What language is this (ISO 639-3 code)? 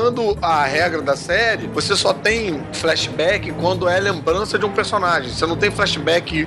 por